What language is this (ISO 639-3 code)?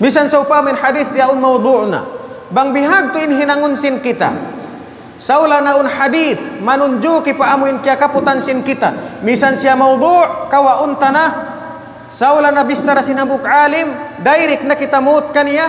tsg